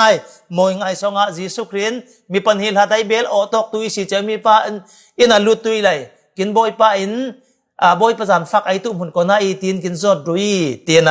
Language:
Falam Chin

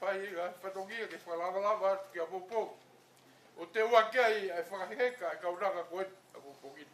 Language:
Tongan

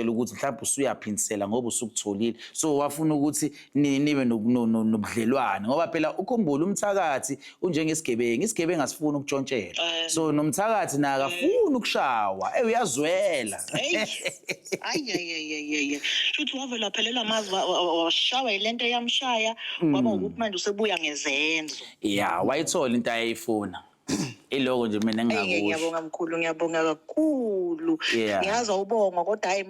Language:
Zulu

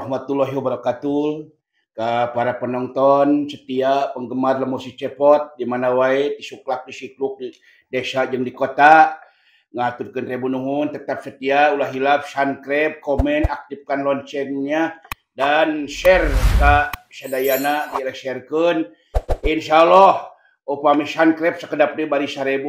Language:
Sundanese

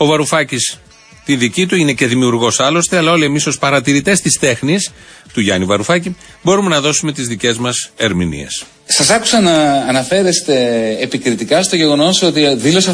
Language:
Greek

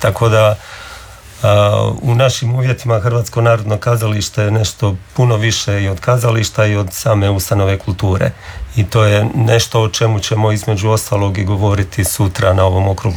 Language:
Croatian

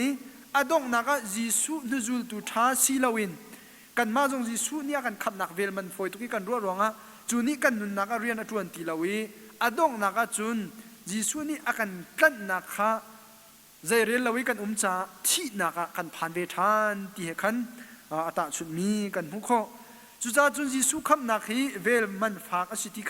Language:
Hakha Chin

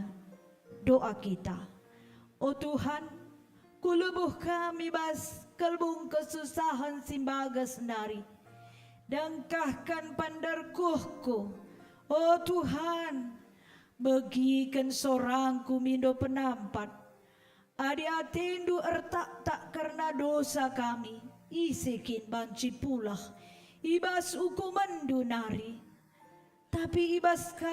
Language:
Batak Karo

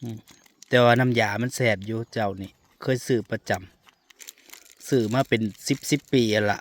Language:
Northeastern Thai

